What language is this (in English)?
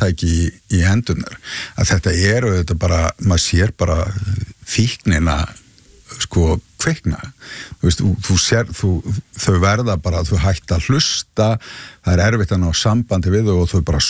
Icelandic